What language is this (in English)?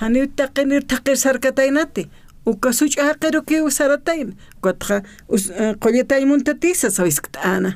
Aymara